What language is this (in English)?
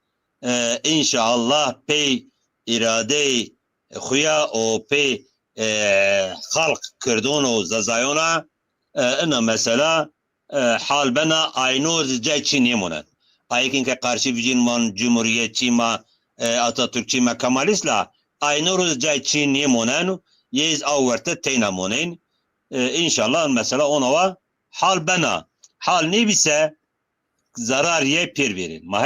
Zaza